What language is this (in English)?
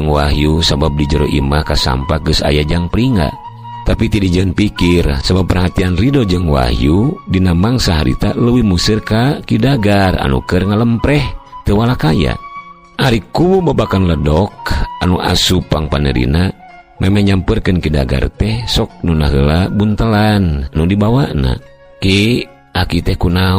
Sundanese